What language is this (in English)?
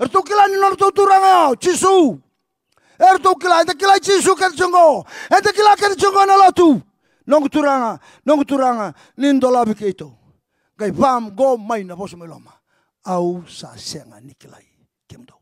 Fijian